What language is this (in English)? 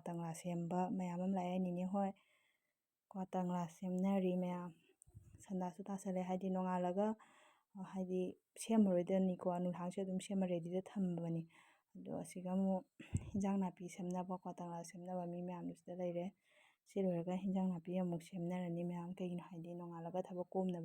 Manipuri